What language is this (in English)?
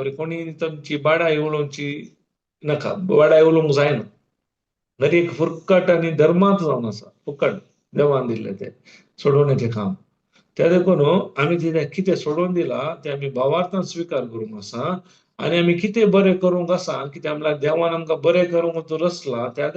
Konkani